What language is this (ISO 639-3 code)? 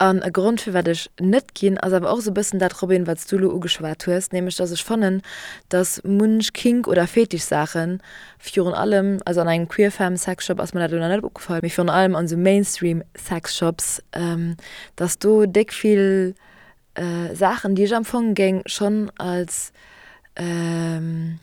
ltz